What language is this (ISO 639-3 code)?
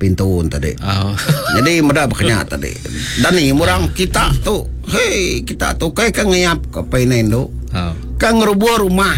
iba